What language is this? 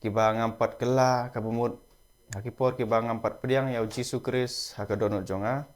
Khasi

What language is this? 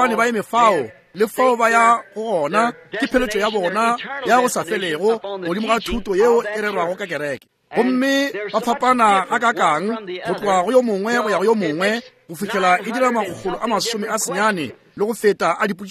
Northern Sotho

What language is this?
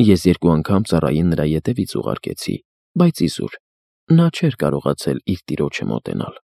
Armenian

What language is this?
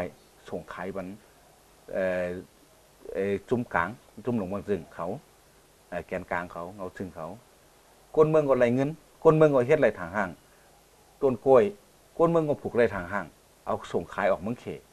Shan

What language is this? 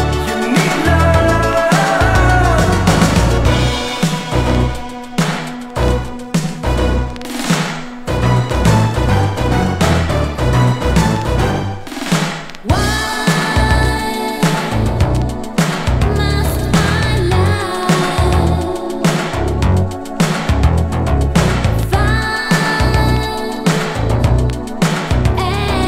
English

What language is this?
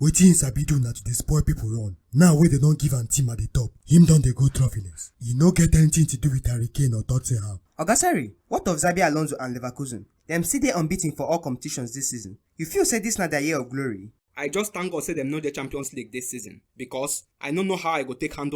Nigerian Pidgin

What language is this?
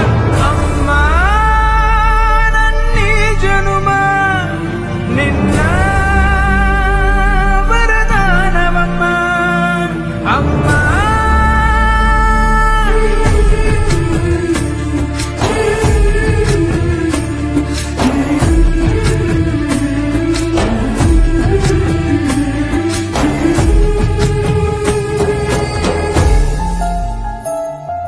Kannada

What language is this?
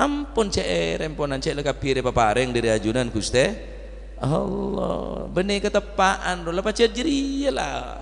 Madurese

